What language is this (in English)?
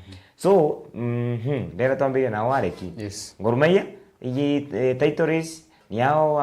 Meru